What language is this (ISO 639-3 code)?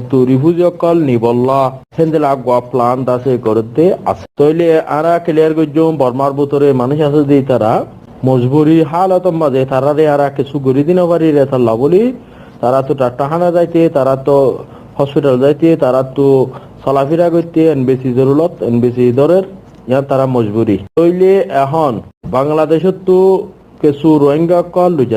rhg